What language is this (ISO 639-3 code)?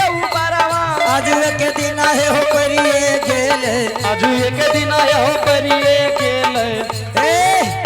anp